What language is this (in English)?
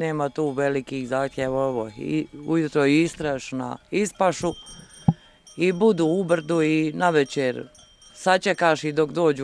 Croatian